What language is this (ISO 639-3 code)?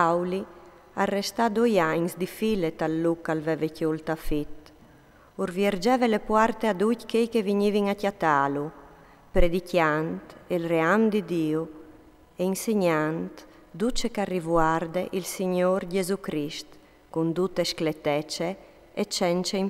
fur